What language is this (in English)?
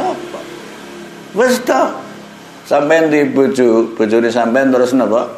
Javanese